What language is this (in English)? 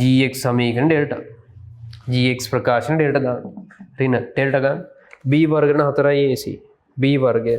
Sinhala